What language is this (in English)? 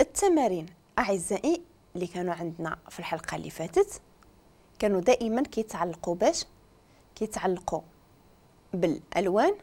Moroccan Arabic